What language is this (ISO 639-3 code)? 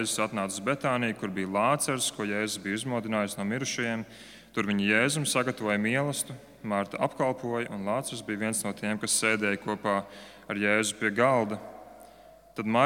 lav